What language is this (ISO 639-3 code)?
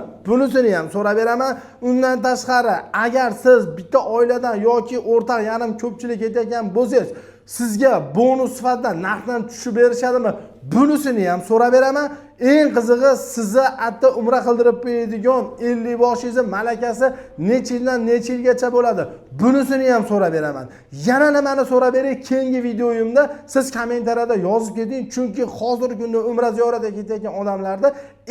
uzb